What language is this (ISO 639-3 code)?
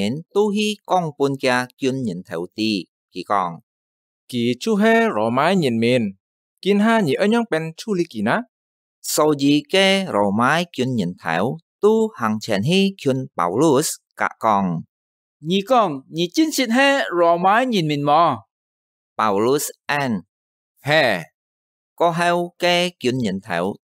hak